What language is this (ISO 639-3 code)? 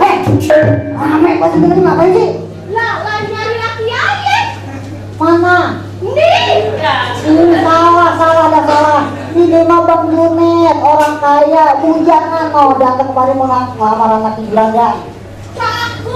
bew